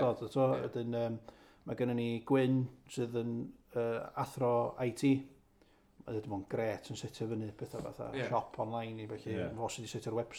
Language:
Welsh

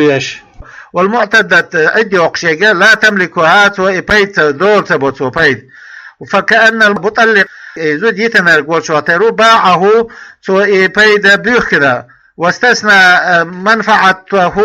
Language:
Chechen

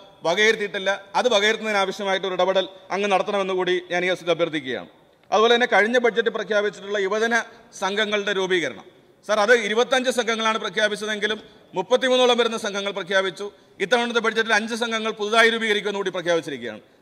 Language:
Malayalam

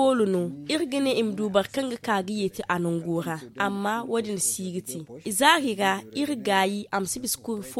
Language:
Zarma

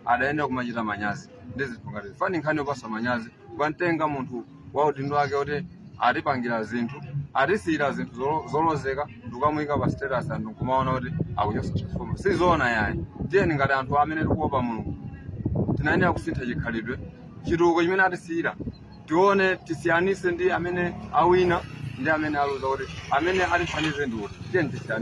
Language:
Nyanja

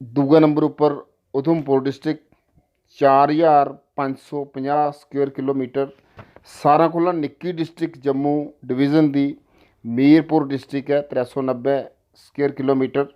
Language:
Dogri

